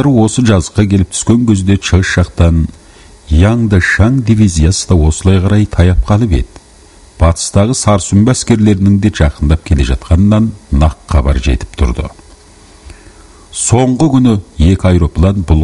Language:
Kazakh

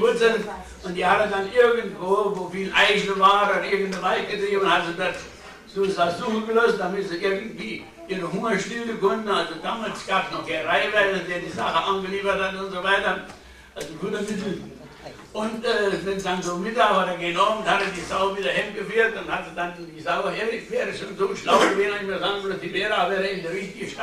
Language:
German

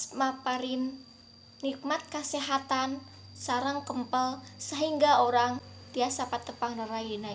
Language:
Sundanese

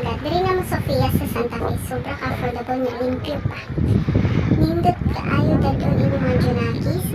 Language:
Cebuano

